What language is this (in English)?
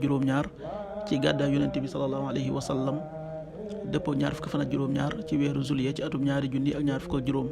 Wolof